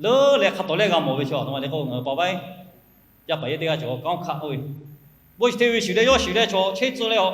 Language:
Lahu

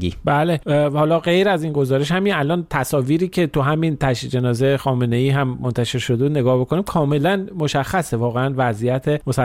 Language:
Persian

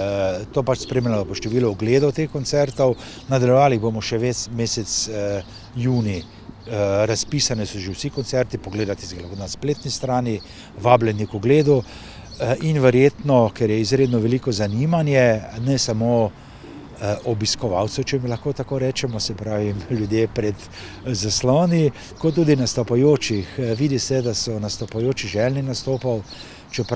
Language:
Slovenian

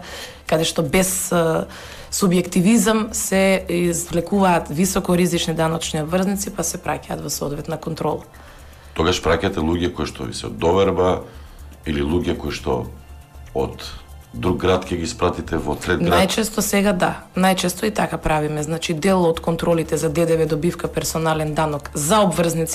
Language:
Macedonian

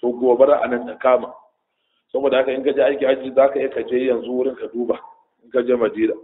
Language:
Hausa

